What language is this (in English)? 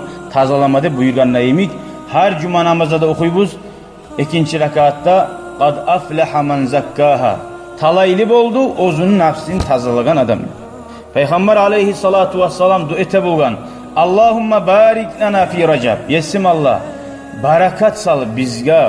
Kumyk